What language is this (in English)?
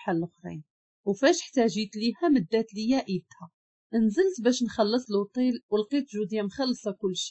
Moroccan Arabic